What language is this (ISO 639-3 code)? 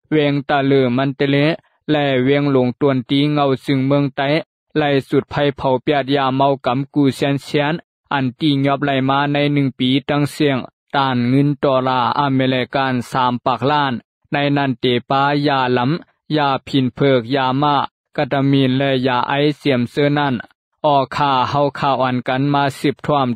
shn